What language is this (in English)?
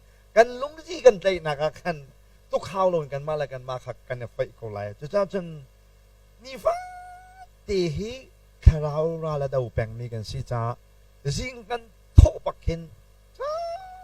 Hakha Chin